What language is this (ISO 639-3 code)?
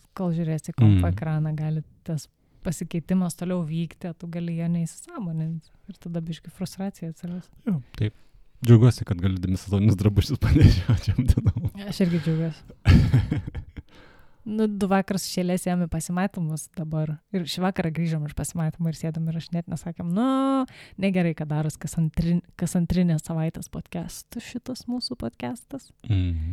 lit